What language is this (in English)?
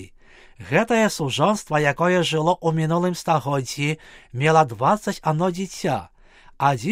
Belarusian